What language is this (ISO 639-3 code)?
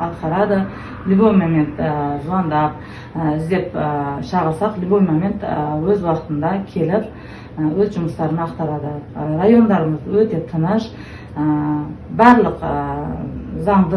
kaz